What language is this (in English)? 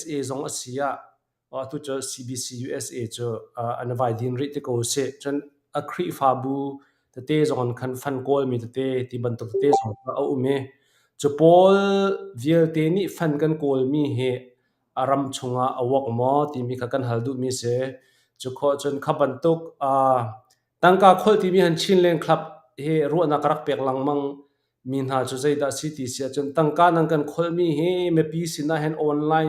Hakha Chin